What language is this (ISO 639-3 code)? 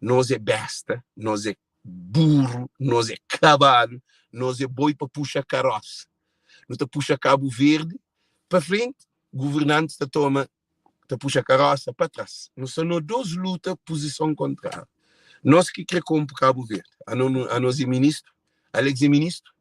kea